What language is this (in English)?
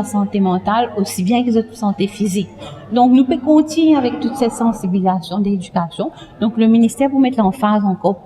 Morisyen